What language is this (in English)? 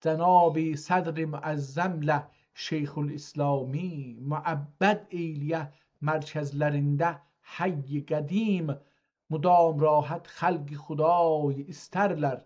South Azerbaijani